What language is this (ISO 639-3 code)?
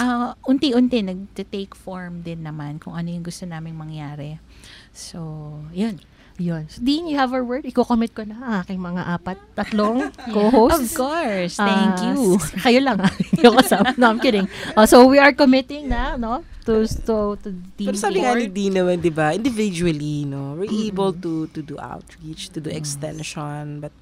fil